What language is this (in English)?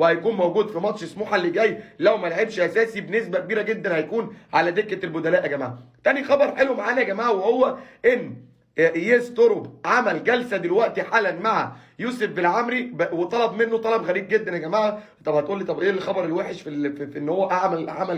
Egyptian Arabic